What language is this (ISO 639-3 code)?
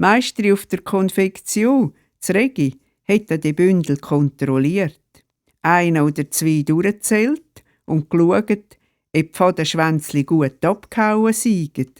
gsw